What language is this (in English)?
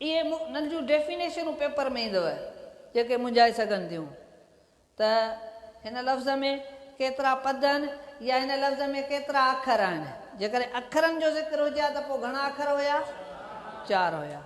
Sindhi